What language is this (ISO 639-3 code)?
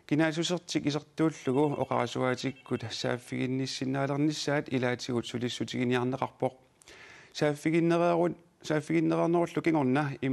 kal